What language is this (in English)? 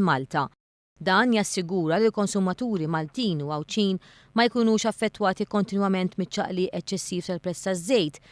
Maltese